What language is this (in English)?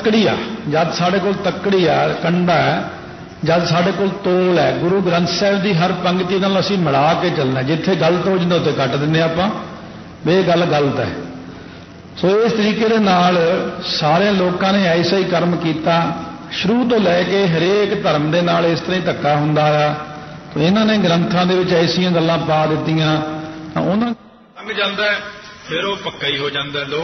Punjabi